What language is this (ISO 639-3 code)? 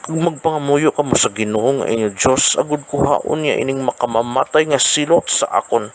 hil